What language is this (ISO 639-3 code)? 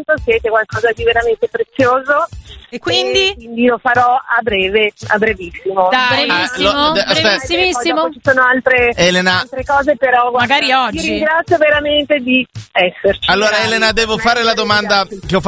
ita